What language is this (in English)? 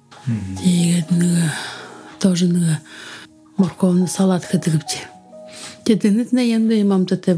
Buriat